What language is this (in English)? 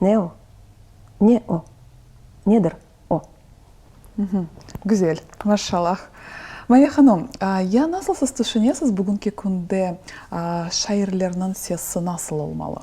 Crimean Tatar